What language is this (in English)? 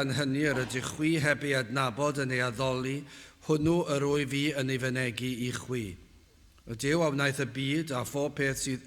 Welsh